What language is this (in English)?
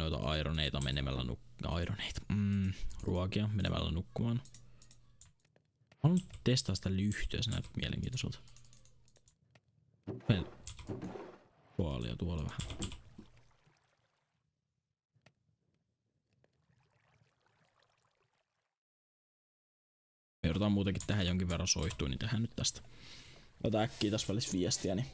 Finnish